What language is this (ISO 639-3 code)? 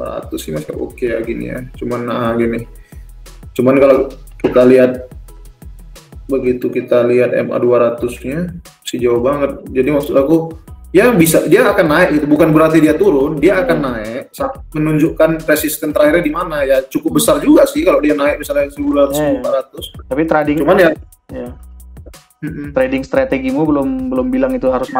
ind